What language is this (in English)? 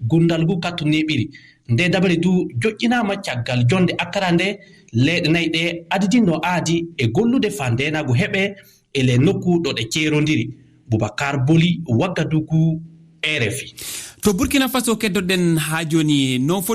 Fula